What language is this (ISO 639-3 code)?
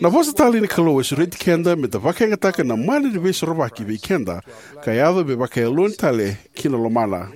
fij